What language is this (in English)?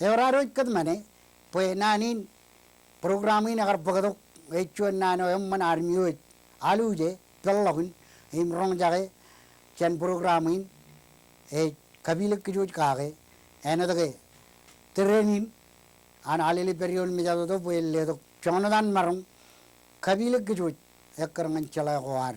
Marshallese